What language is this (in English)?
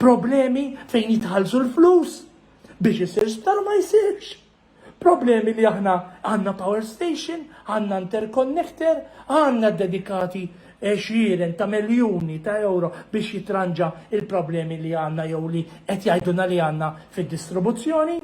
Maltese